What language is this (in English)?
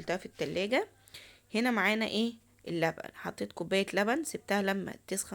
Egyptian Arabic